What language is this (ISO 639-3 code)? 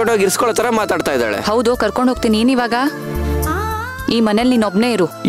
kan